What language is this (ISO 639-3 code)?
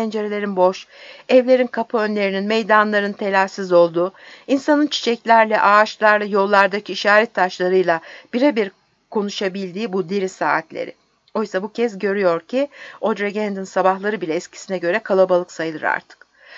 tur